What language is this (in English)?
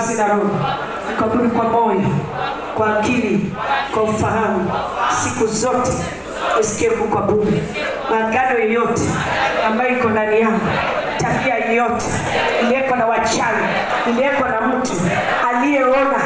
Swahili